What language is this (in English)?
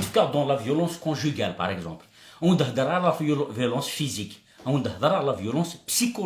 Kabyle